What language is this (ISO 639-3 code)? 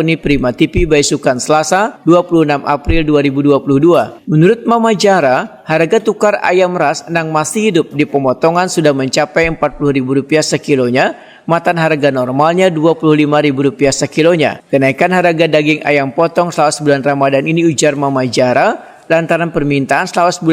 bjn